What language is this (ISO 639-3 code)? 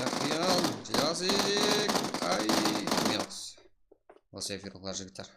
kaa